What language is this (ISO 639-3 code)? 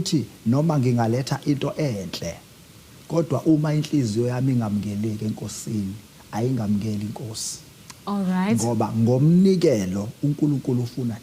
zul